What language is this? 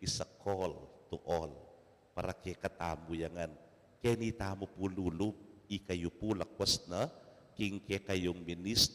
Pampanga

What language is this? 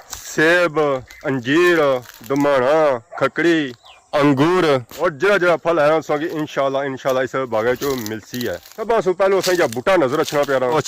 Pahari-Potwari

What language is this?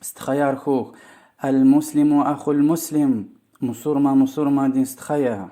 Lezghian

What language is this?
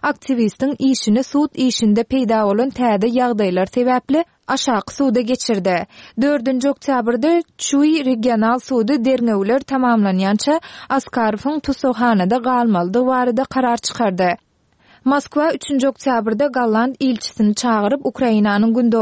Turkmen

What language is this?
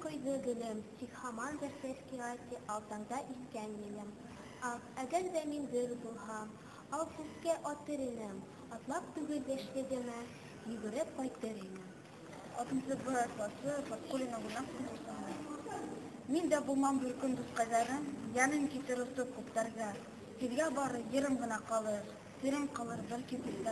Bashkir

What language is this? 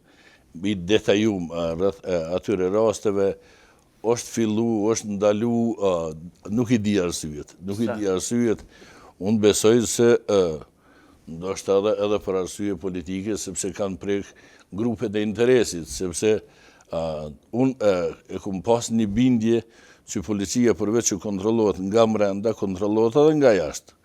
Albanian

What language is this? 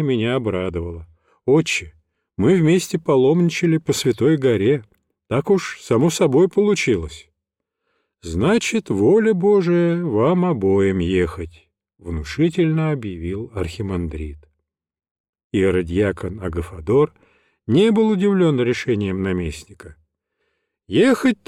Russian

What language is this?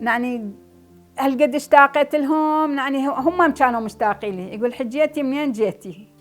Mesopotamian Arabic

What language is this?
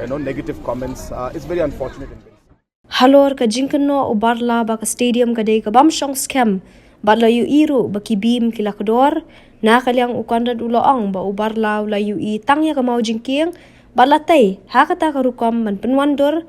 Khasi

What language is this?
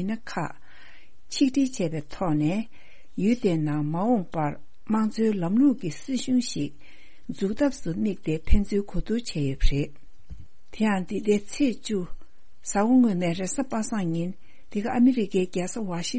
Tibetan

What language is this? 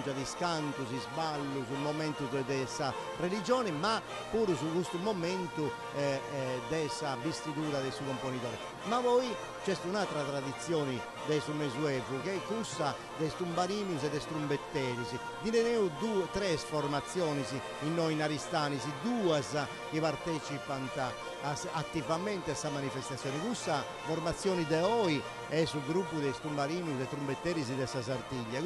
Sardinian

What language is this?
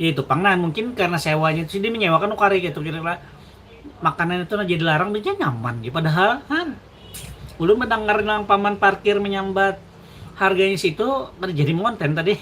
Banjar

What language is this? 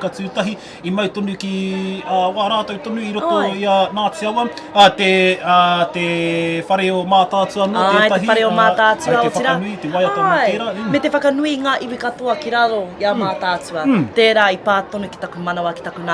Māori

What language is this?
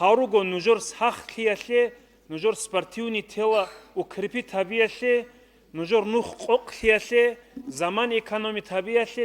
Avaric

